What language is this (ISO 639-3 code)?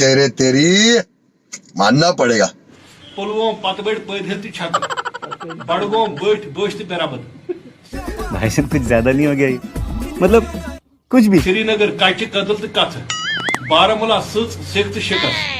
kas